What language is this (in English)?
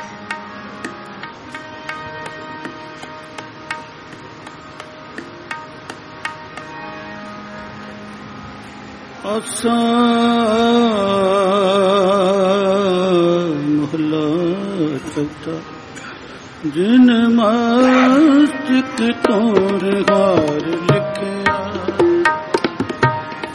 Punjabi